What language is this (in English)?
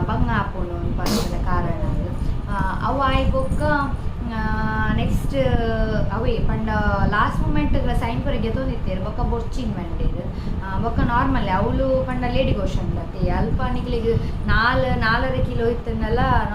Tulu